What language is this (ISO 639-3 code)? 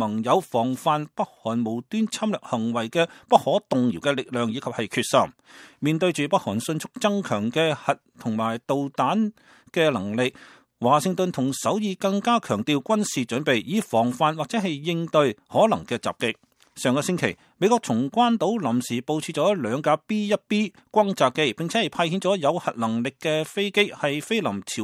yue